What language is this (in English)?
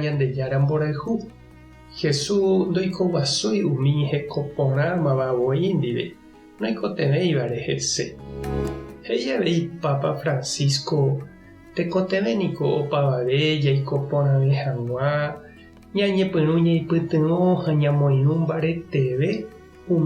Guarani